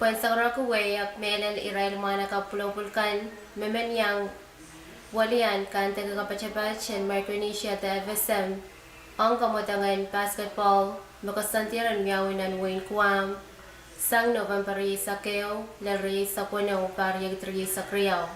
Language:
Pohnpeian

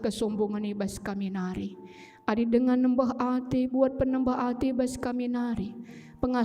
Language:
Batak Karo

